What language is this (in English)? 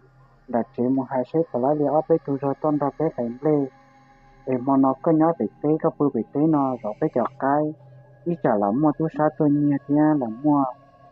Hmong